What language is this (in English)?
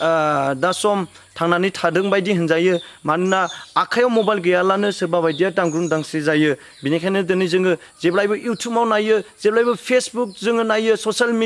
Bodo